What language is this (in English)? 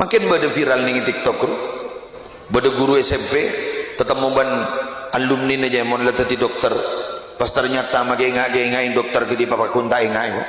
Madurese